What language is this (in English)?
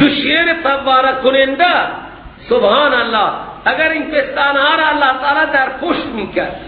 Persian